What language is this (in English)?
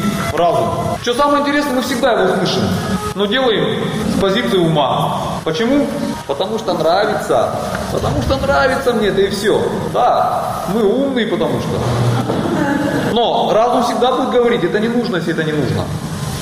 Russian